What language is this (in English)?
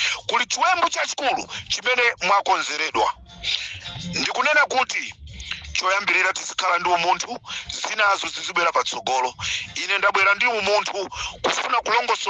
Nyanja